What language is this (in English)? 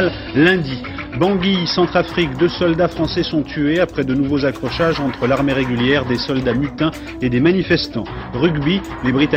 French